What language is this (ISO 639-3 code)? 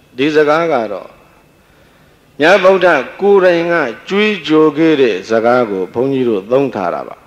mya